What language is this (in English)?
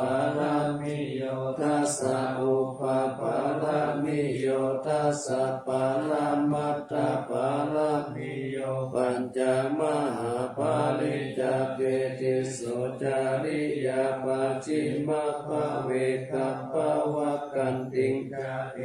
Pali